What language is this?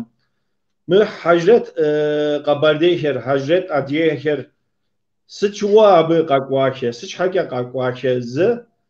Kabardian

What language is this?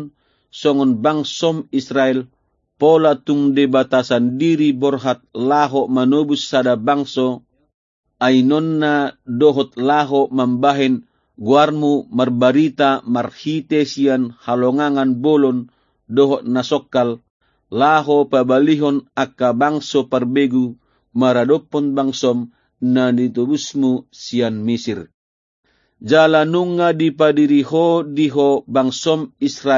Batak Toba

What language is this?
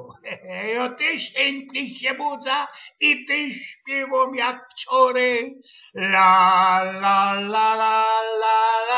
Silesian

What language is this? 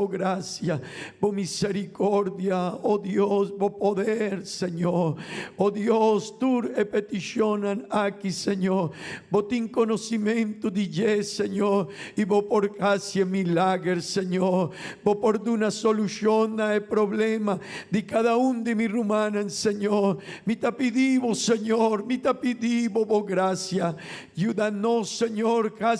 Papiamento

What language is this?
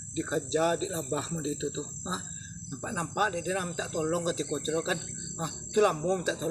Minangkabau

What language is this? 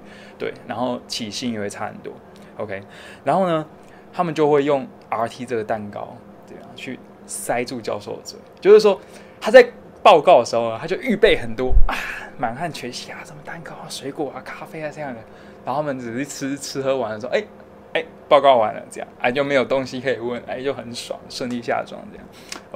Chinese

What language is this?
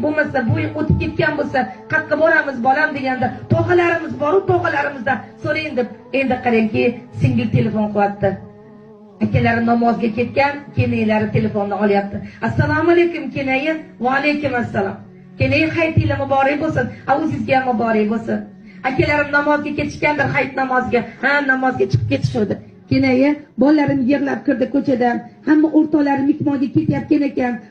Uzbek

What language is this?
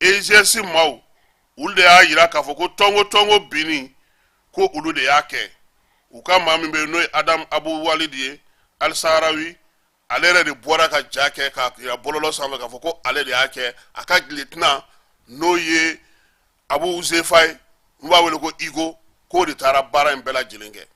Bambara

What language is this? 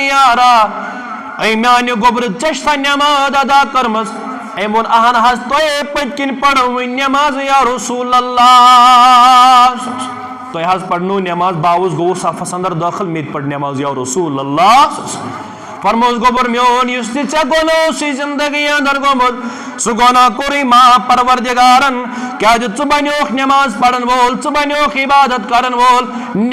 Kashmiri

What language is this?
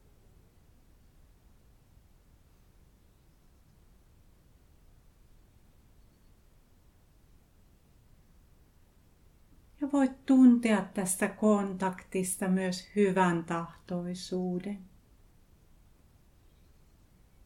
Finnish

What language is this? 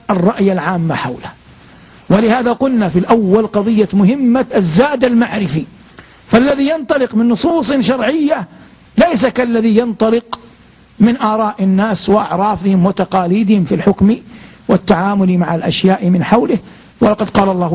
Arabic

